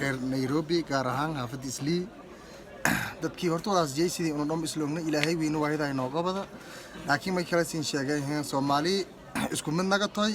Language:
Somali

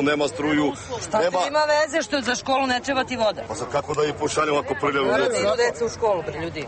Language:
Serbian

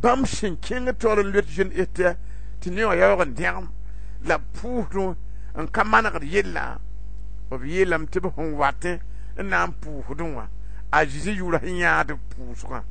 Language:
Mossi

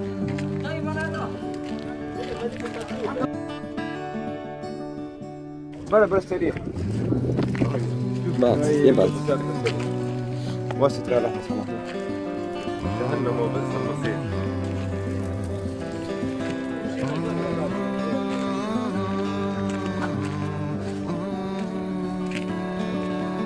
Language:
Arabic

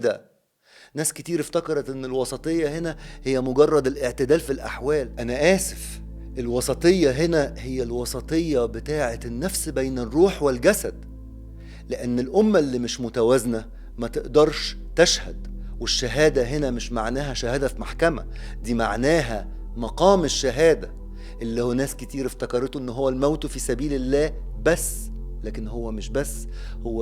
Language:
Egyptian Arabic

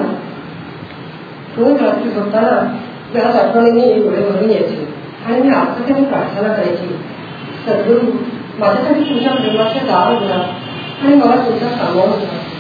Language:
Marathi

